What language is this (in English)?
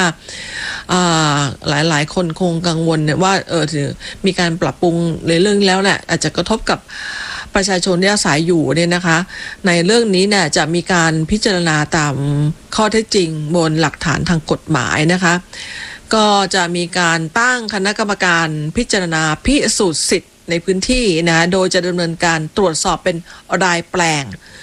Thai